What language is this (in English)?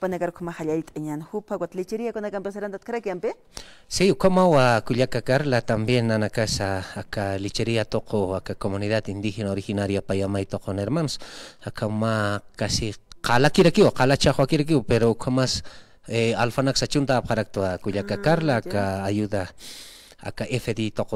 Aymara